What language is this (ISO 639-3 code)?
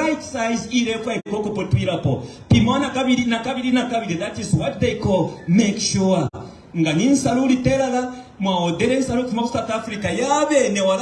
bem